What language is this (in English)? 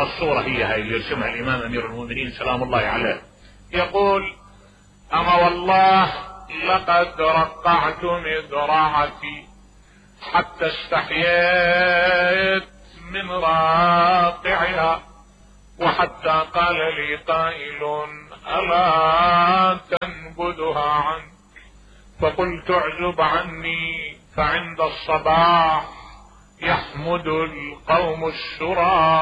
Mesopotamian Arabic